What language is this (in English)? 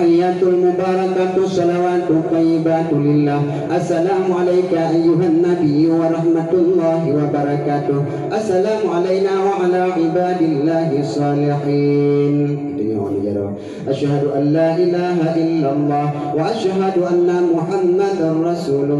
Achinese